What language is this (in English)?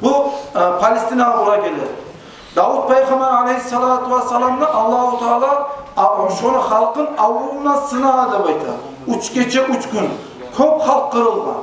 Kumyk